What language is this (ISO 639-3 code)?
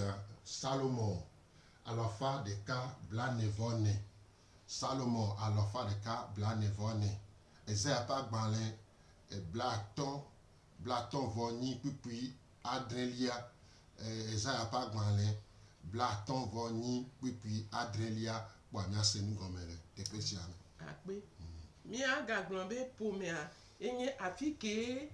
gej